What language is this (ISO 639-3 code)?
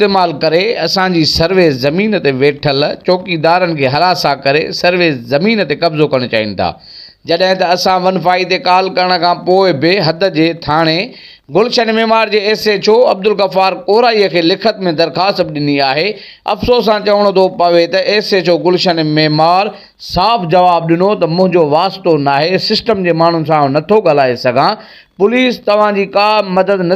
snd